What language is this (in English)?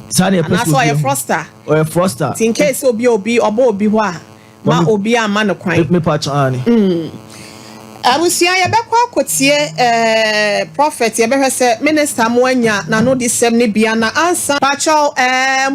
Akan